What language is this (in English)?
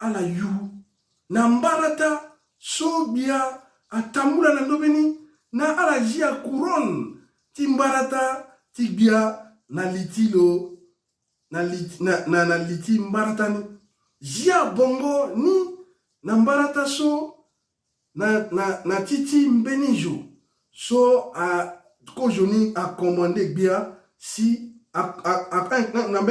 Sango